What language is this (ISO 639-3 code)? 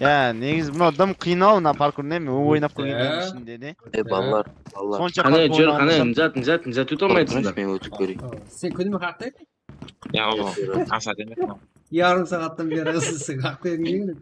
kaa